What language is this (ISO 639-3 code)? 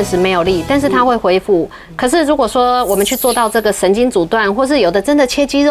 zho